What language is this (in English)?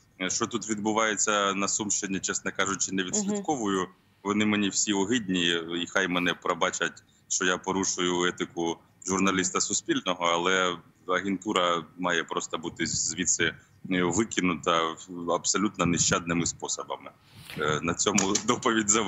Ukrainian